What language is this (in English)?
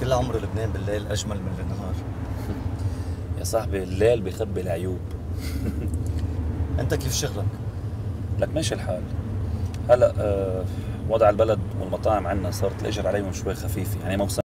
North Levantine Arabic